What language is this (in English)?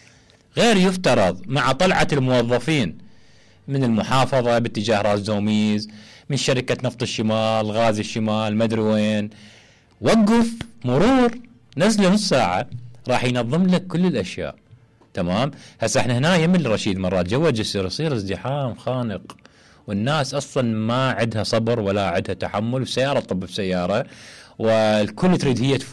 Mesopotamian Arabic